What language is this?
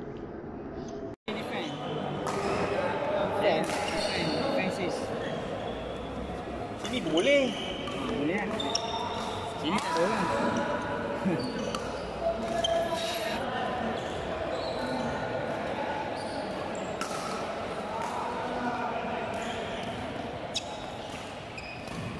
Malay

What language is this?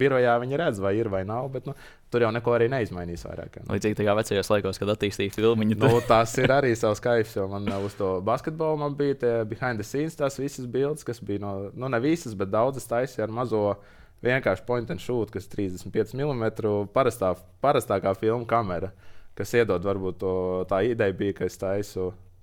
Latvian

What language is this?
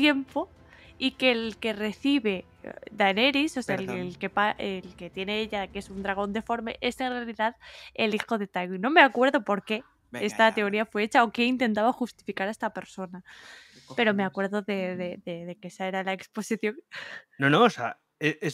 Spanish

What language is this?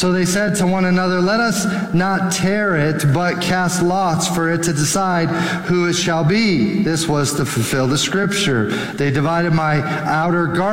English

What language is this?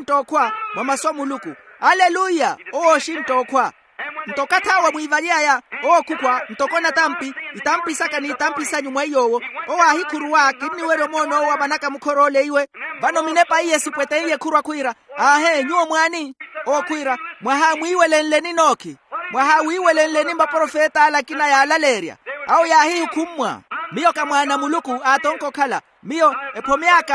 Makhuwa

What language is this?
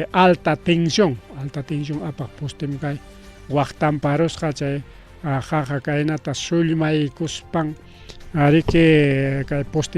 Ayacucho Quechua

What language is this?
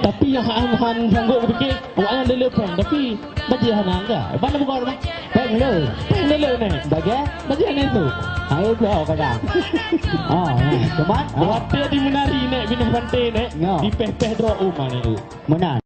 Achinese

